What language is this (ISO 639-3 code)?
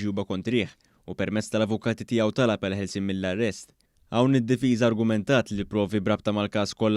mlt